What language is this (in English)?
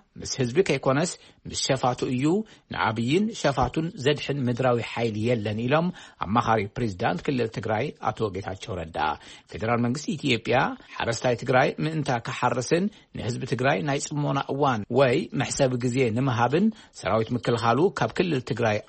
Tigrinya